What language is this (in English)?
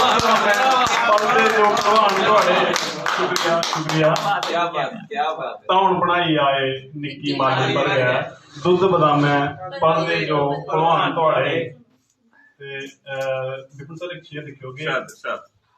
Dogri